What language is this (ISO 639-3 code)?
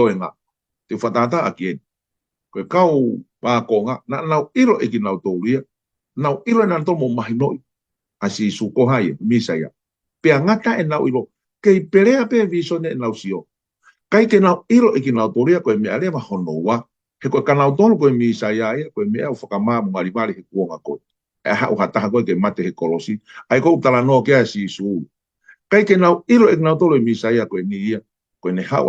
ton